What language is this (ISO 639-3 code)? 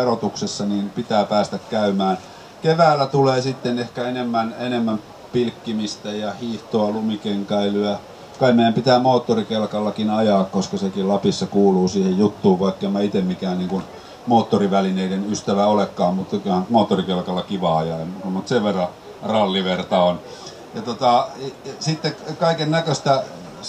fin